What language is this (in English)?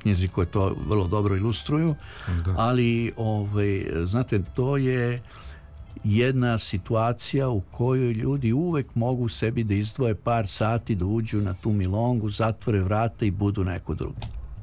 Serbian